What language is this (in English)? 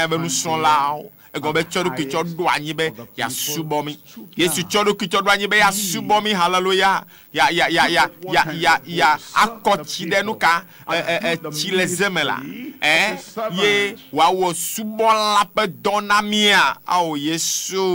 Ewe